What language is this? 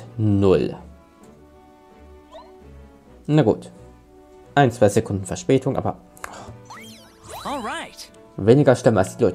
German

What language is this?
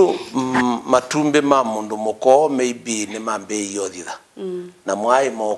Kamba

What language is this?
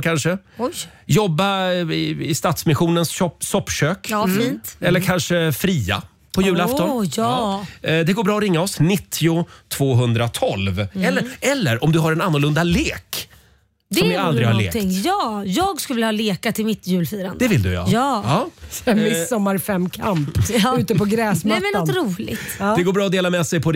Swedish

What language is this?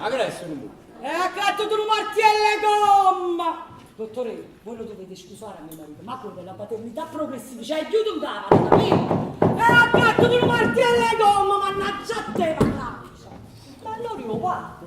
Neapolitan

